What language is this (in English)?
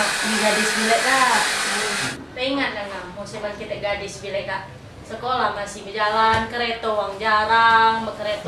Musi